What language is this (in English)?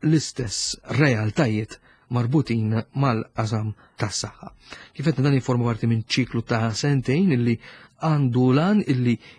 Maltese